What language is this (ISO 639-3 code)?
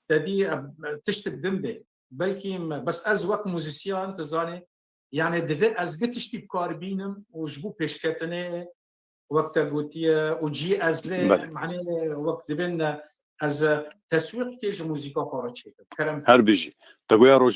kur